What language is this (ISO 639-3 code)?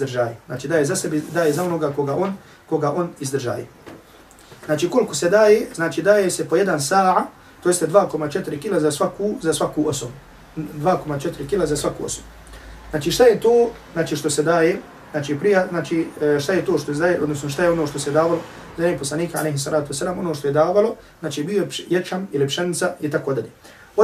bos